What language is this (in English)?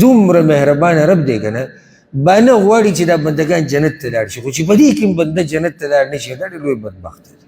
Pashto